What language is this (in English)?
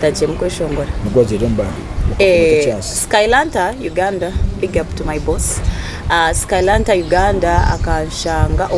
Nyankole